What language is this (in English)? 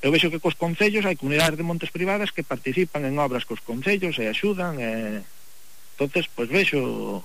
Galician